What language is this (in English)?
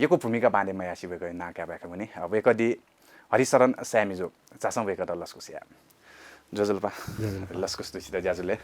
Newari